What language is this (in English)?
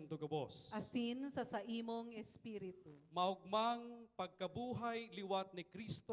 Bikol